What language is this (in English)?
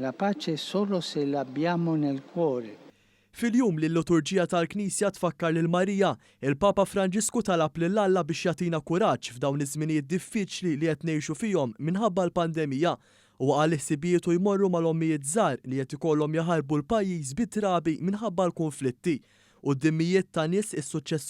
Maltese